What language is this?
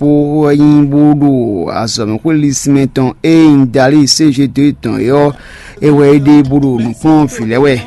Fon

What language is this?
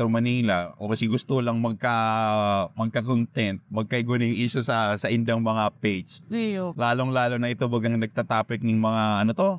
Bikol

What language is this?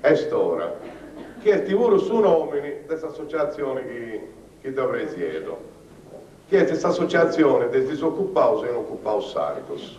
Sardinian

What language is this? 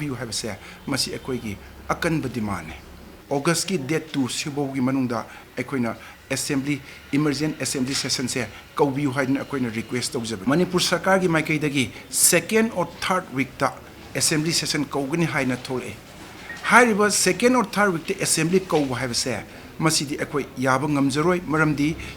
Manipuri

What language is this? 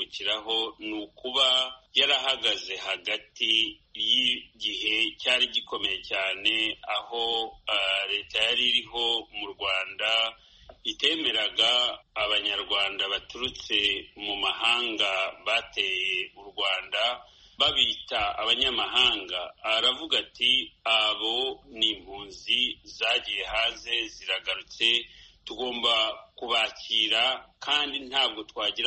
Kinyarwanda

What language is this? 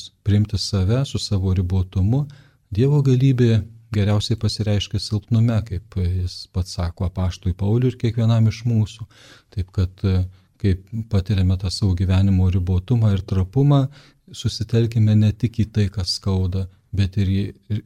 Lithuanian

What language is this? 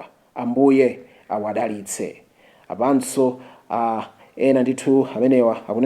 Nyanja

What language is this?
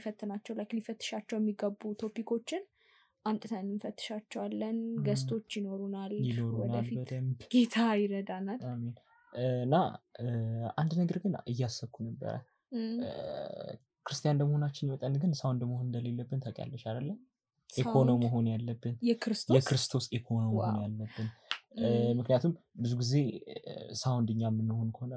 Amharic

